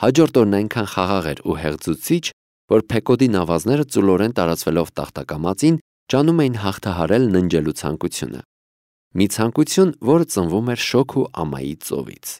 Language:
Armenian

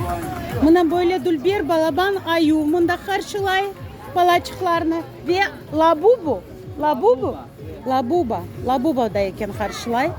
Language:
Crimean Tatar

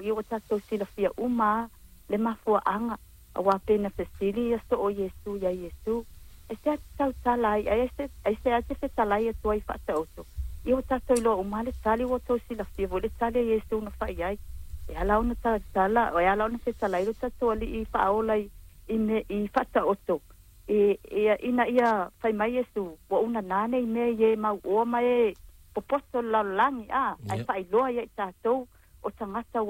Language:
Samoan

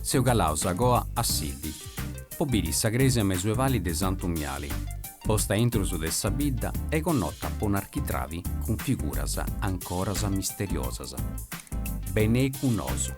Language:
Sardinian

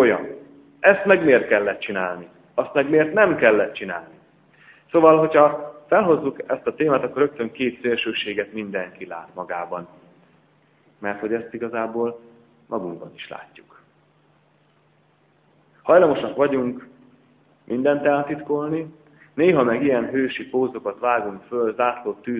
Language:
Hungarian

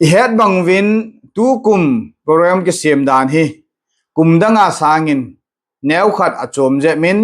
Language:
Thado Chin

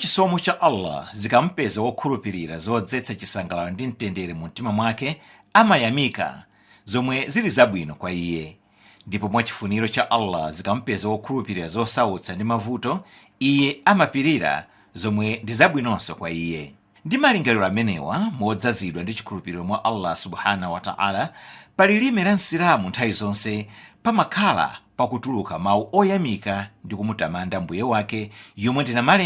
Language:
Nyanja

